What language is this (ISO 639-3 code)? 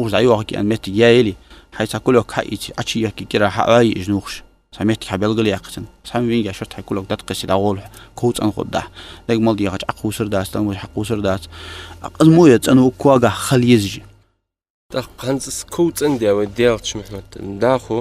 inh